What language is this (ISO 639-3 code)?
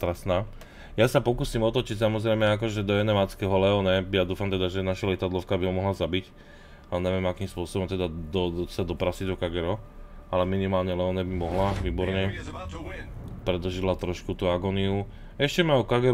slk